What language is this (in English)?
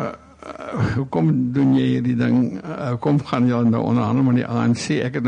Afrikaans